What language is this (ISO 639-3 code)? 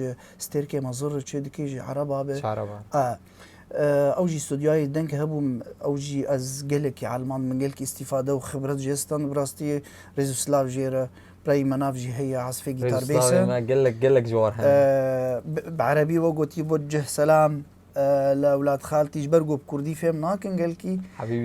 kur